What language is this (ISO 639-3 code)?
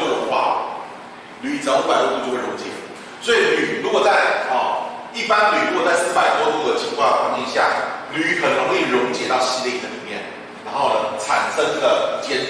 zho